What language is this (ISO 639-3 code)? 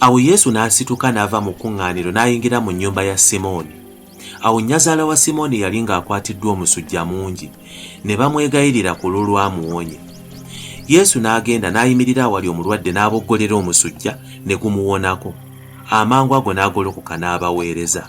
lug